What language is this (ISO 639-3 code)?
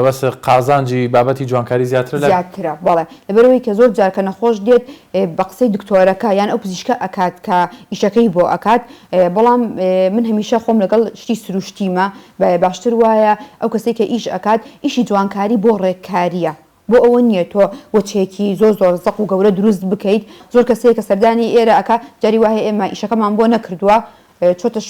ckb